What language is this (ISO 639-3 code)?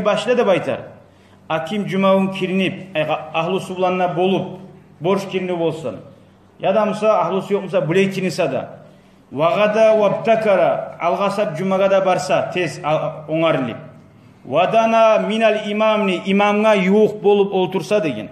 kum